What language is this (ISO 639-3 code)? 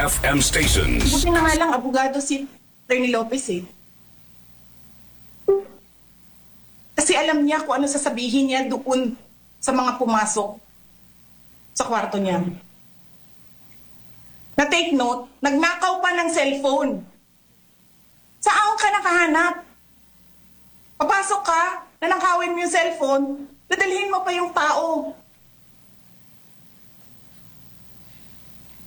fil